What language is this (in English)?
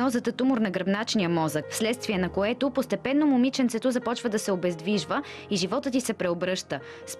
Bulgarian